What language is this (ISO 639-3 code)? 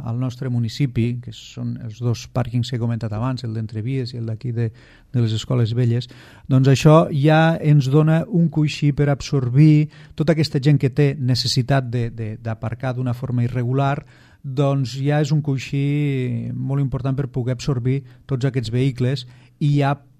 cat